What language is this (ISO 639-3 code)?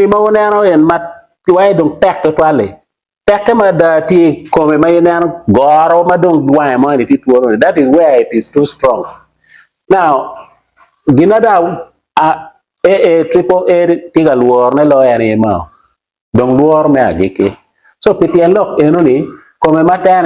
ach